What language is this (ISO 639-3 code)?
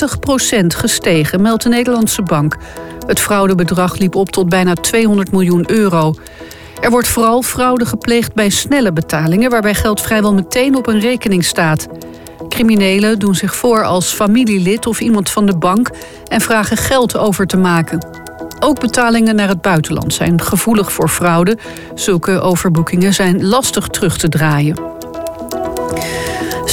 nld